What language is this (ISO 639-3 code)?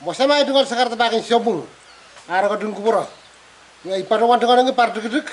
pon